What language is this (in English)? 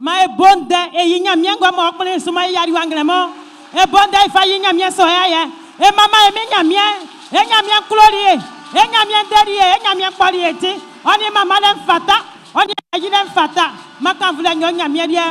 Baoulé